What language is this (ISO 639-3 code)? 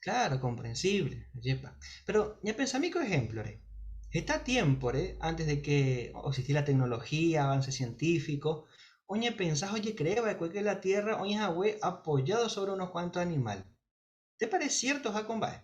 grn